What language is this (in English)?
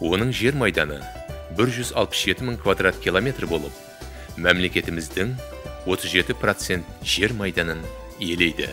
Kara-Kalpak